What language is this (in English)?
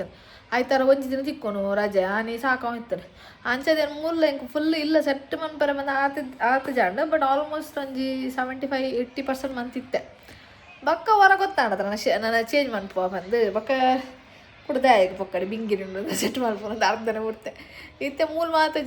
Tulu